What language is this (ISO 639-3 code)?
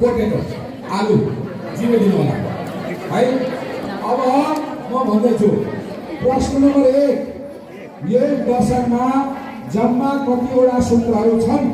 nep